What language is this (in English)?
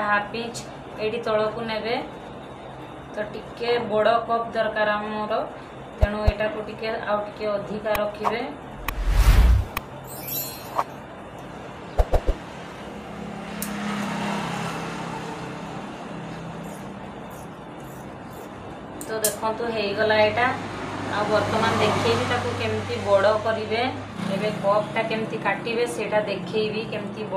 Odia